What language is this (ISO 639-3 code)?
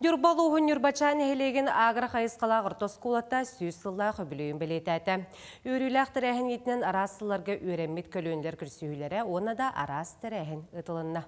sah